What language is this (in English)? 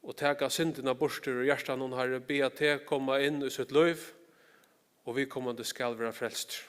Faroese